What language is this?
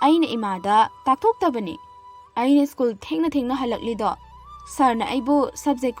Manipuri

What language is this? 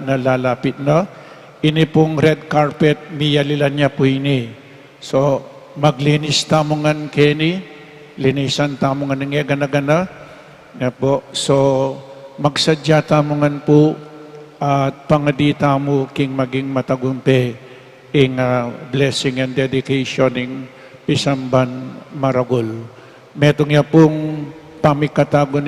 Pampanga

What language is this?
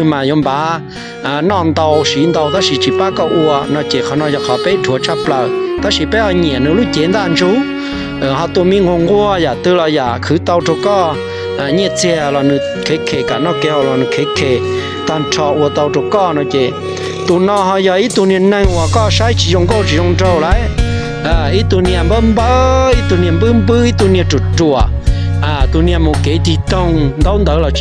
Hmong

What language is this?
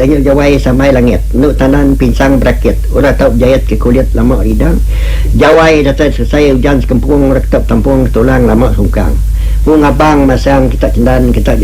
Iban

